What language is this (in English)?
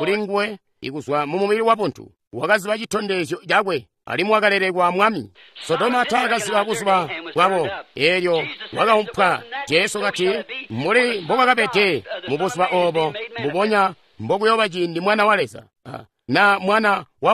Tonga (Zambia)